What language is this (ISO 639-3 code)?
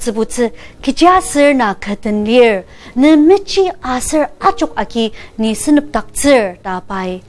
njo